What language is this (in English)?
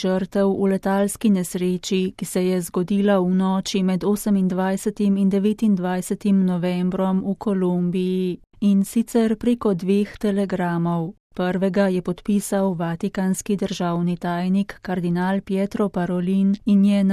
Slovenian